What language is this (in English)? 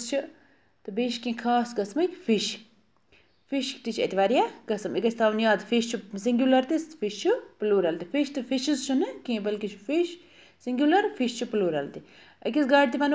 Kashmiri